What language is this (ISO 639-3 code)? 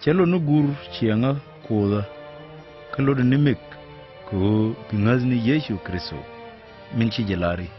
nus